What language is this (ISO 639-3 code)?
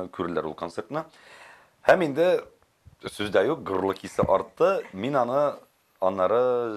tat